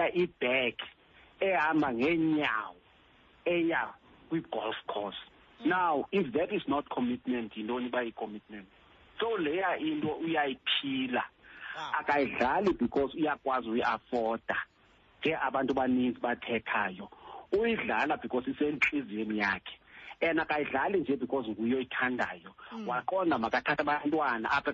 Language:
Xhosa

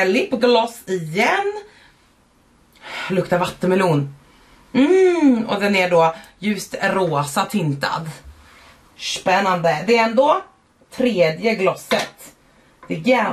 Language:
Swedish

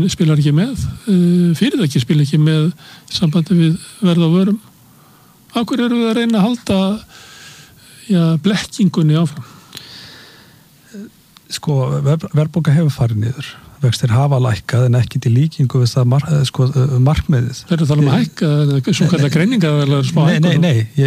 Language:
Icelandic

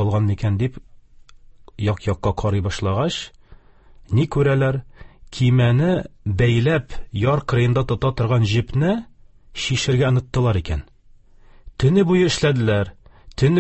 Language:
Tatar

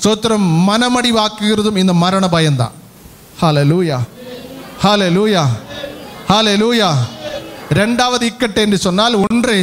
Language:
Tamil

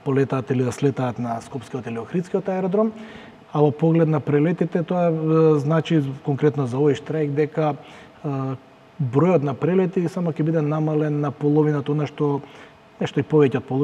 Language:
Macedonian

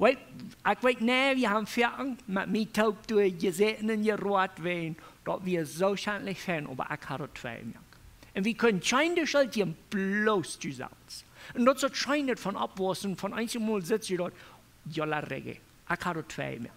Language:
Plautdietsch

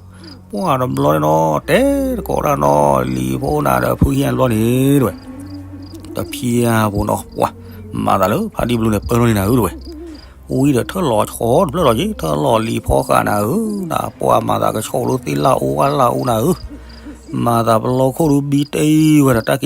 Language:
S'gaw Karen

